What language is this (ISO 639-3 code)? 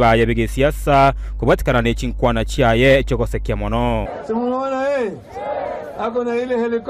guz